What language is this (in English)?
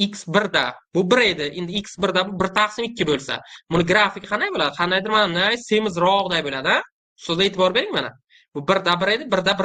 Uzbek